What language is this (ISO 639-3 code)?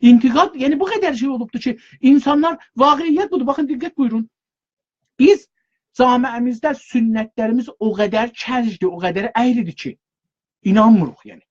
azb